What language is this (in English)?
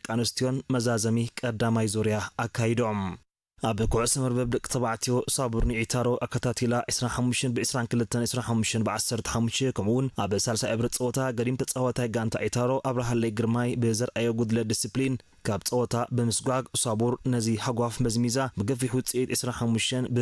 Tigrinya